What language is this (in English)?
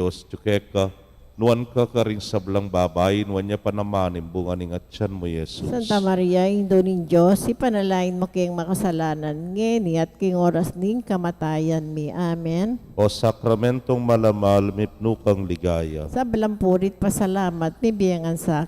Pampanga